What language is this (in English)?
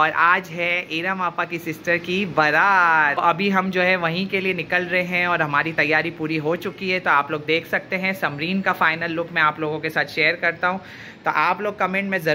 Hindi